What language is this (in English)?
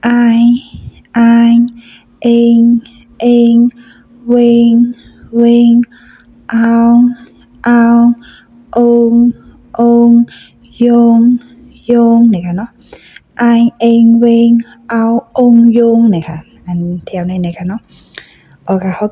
Shan